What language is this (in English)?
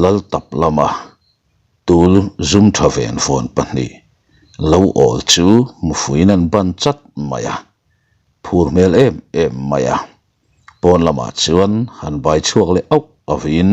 Mizo